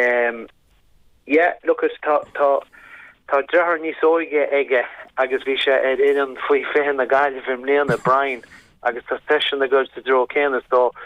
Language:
Irish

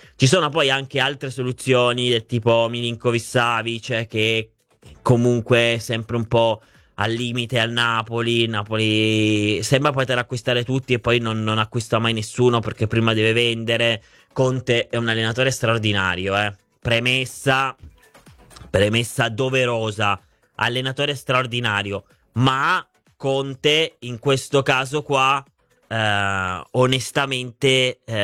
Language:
Italian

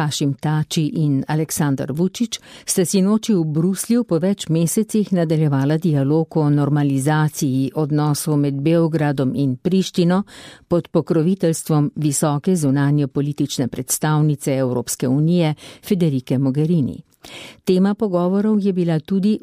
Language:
Slovenian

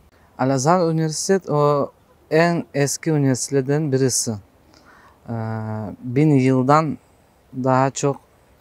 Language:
Crimean Tatar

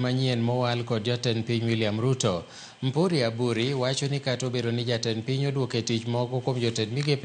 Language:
Luo (Kenya and Tanzania)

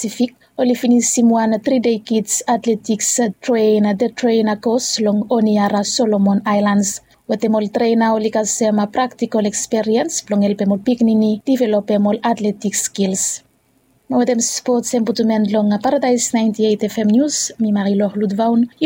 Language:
Bislama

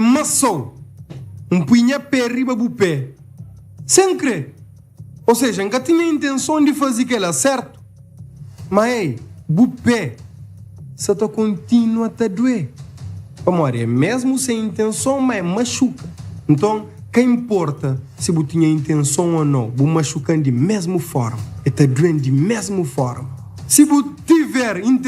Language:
Kabuverdianu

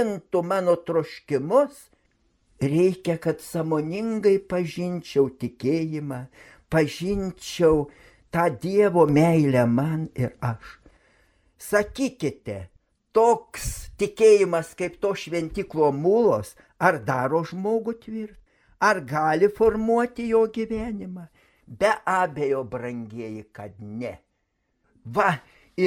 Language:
Lithuanian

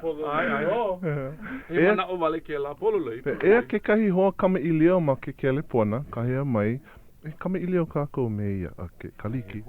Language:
Hawaiian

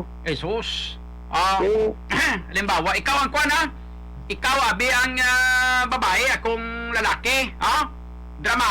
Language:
Hiligaynon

